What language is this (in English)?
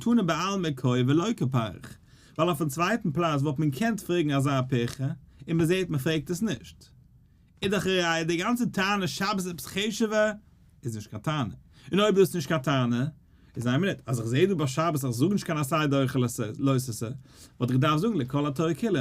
Yiddish